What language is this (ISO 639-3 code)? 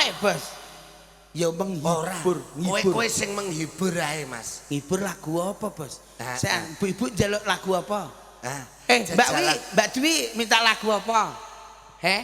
jav